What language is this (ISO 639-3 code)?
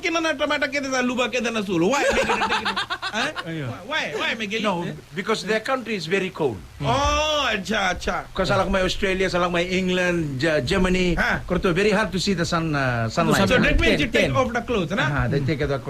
fij